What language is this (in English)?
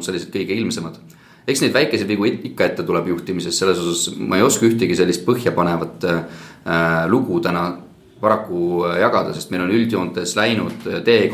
Estonian